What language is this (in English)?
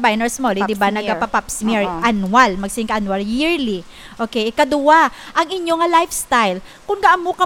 Hiligaynon